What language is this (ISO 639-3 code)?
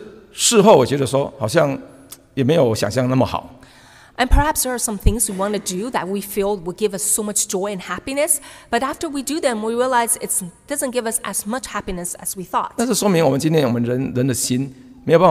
zho